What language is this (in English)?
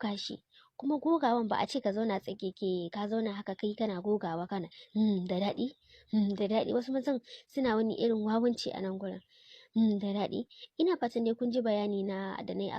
Hausa